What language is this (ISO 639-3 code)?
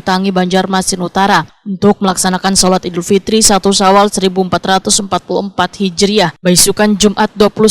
bjn